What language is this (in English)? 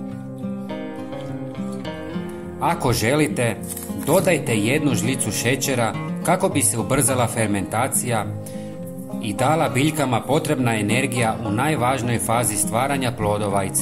Croatian